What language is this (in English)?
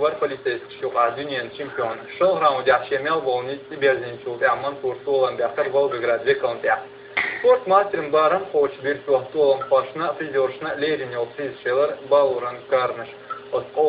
Chechen